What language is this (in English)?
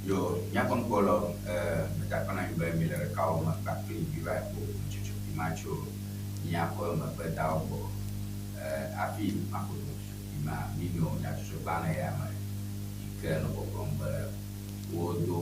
Ewe